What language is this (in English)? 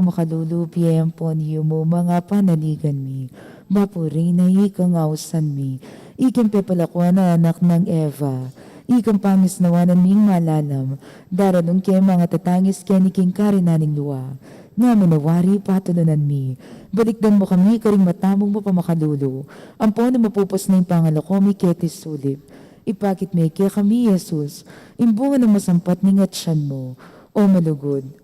Pampanga